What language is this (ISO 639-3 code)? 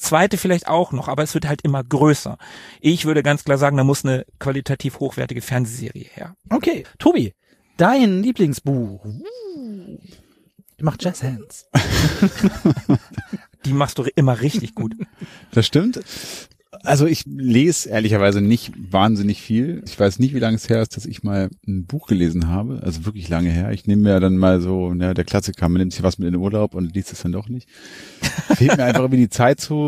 deu